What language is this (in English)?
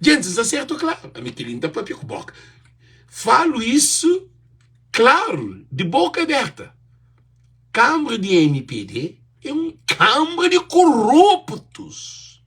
Kabuverdianu